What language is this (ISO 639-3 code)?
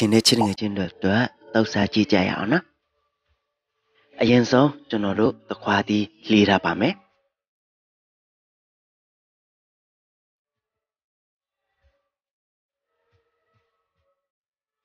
mya